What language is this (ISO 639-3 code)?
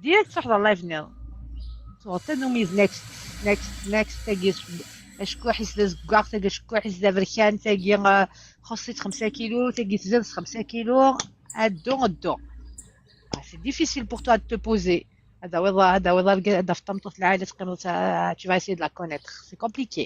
kab